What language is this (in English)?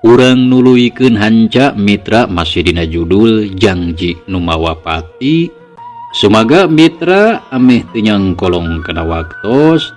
Sundanese